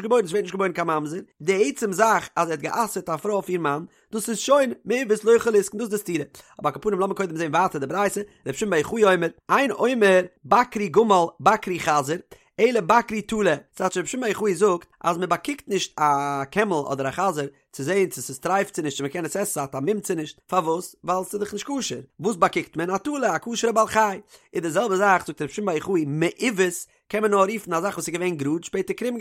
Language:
Yiddish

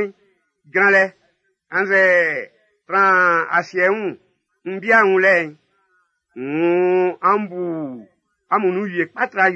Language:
Baoulé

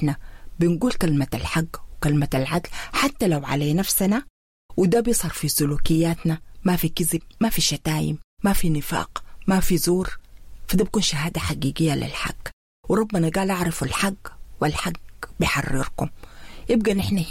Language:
Sudanese Arabic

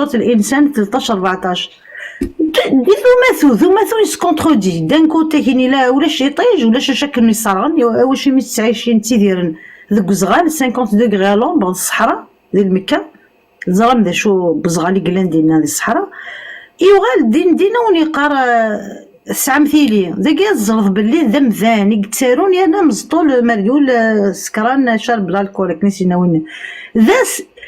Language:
Kabyle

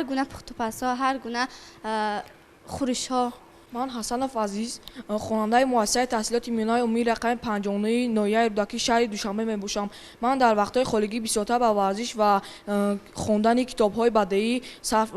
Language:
Tajik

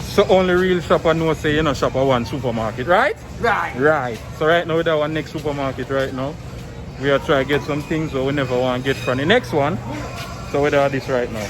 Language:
Jamaican Creole English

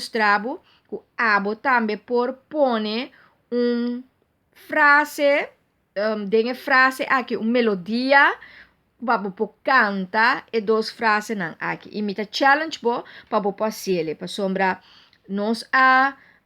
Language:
Papiamento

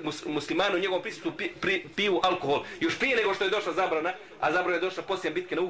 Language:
Bosnian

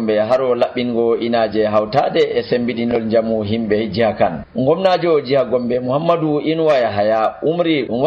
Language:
Nigerian Fulfulde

